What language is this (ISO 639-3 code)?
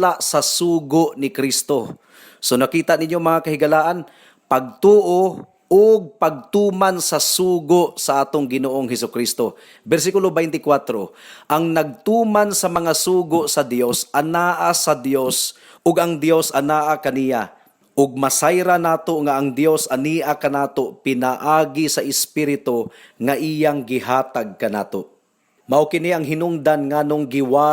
ceb